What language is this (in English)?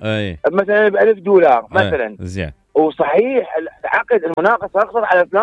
Mesopotamian Arabic